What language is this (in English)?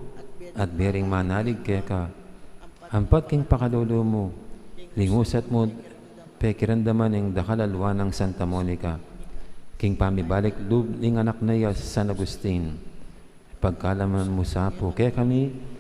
Pampanga